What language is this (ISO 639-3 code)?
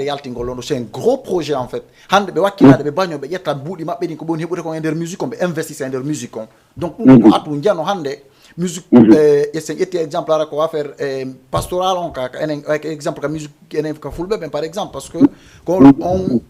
ful